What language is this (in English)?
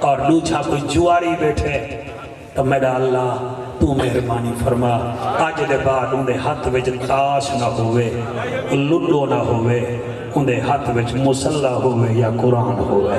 Saraiki